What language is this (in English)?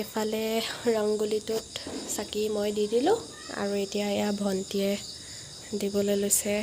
Assamese